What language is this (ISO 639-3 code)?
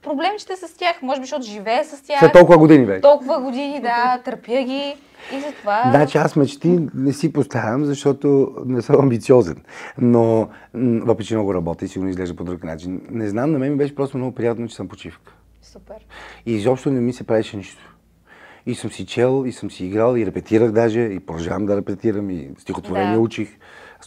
bul